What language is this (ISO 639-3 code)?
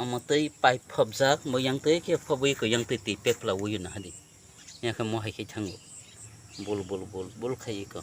trp